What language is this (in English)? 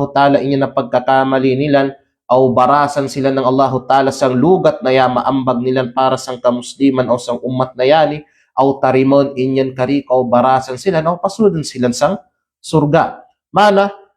Kalagan